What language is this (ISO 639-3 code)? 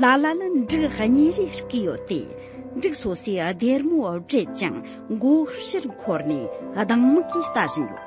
bod